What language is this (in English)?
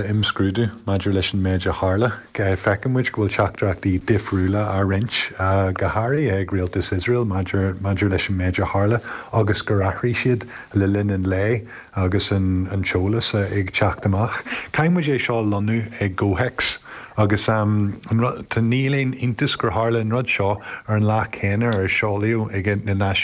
Irish